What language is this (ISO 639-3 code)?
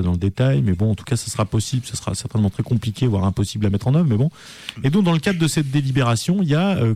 fra